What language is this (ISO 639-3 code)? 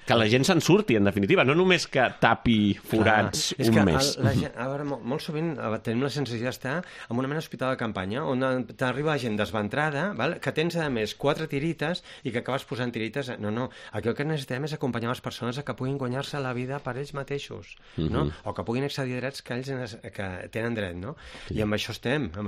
cat